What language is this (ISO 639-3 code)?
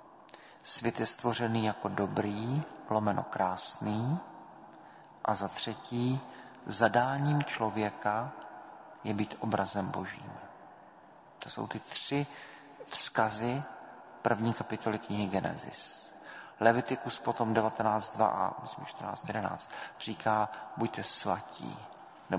ces